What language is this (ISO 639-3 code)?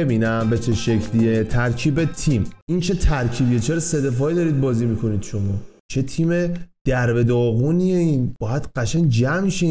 fas